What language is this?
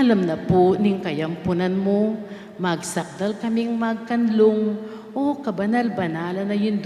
Pampanga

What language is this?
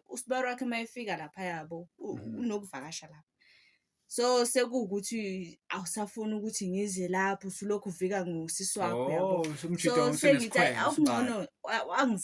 Zulu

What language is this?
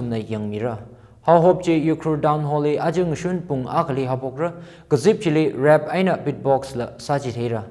Tangkhul Naga (India)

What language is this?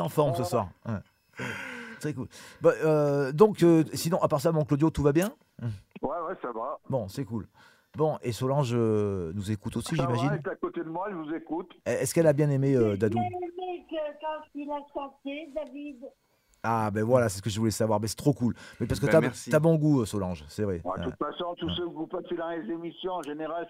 French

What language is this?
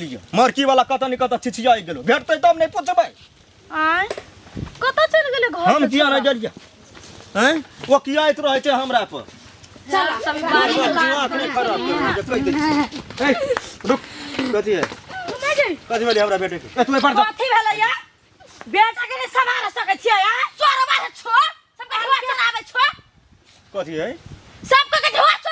Maithili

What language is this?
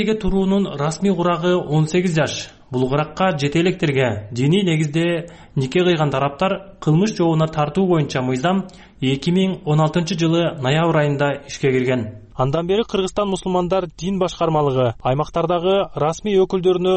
Kyrgyz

